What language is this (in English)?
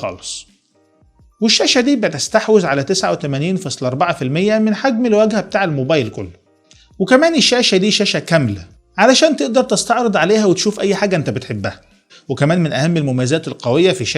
Egyptian Arabic